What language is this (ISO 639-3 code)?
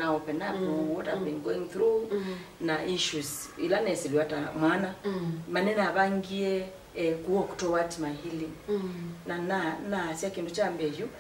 kam